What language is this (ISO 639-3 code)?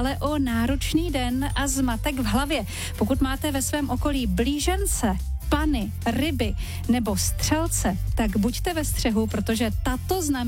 ces